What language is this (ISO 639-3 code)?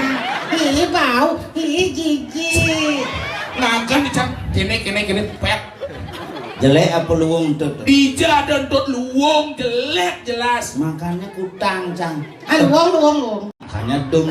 ban